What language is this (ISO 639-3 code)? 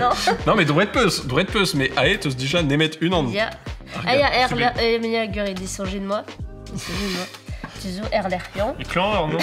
bre